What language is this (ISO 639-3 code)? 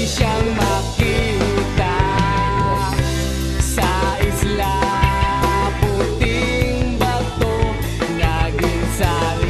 fil